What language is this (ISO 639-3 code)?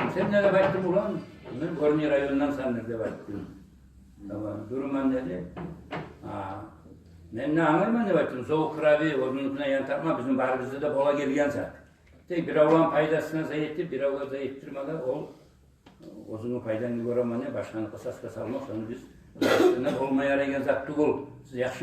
kum